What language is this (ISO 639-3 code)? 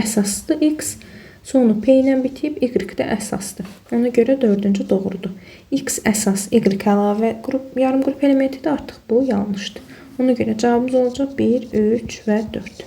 aze